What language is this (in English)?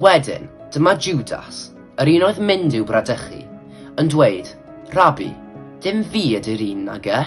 Welsh